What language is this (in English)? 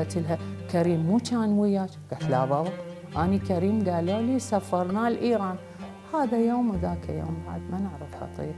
Mesopotamian Arabic